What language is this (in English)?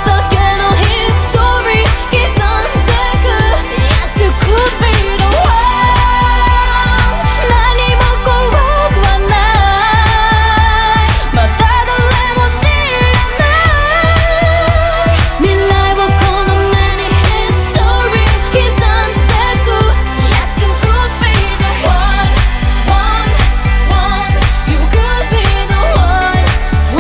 Japanese